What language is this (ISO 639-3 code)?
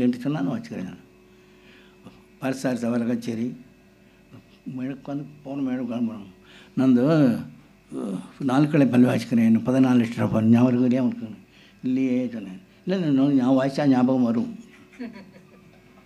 tam